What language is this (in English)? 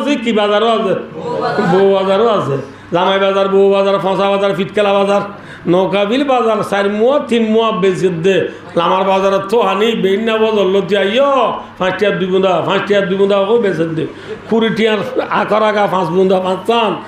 Rohingya